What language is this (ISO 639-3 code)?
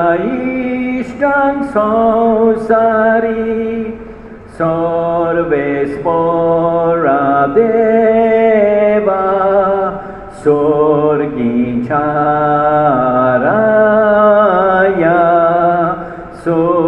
kok